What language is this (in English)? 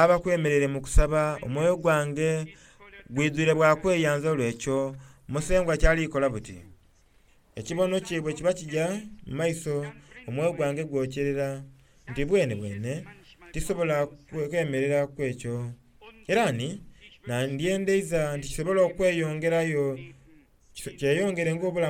Soga